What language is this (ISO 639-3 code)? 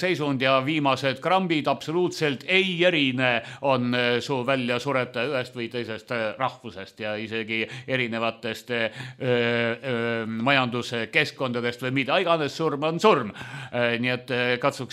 est